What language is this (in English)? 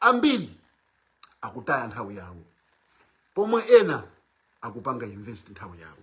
Nyanja